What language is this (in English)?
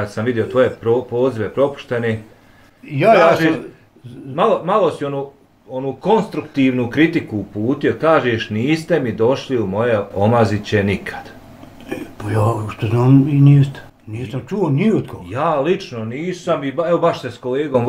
Bosnian